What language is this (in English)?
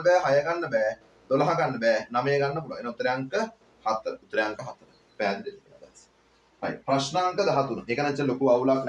Sinhala